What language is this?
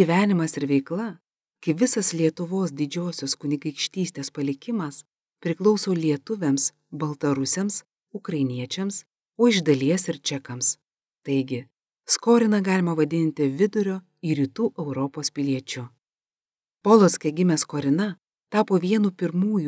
Lithuanian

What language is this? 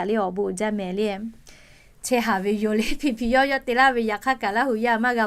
Lahu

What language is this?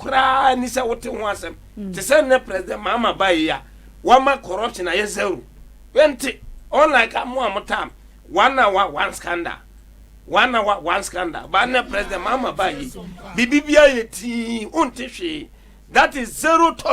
Akan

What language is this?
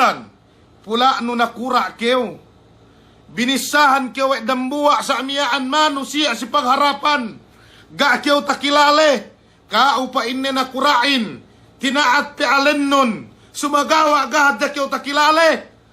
Yakan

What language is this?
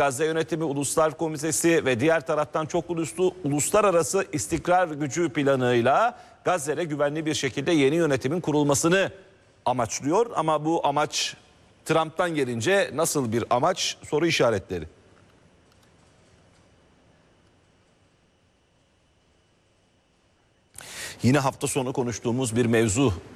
Turkish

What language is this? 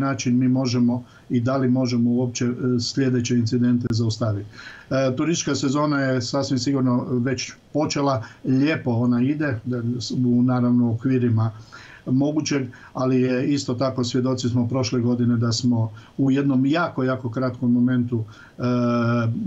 Croatian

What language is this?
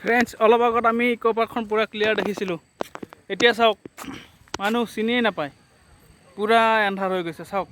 Assamese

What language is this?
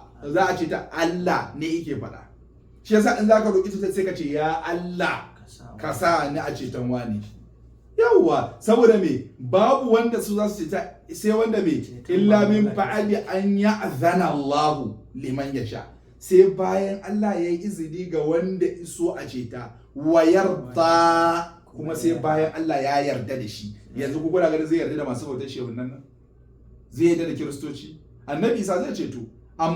Hausa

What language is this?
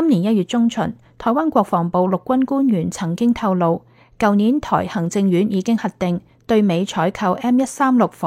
Cantonese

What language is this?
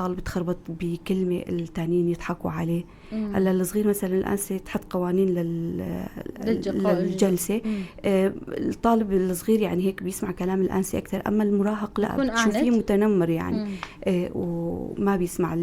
North Levantine Arabic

